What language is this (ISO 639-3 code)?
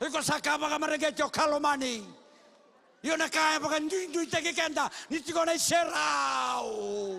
fij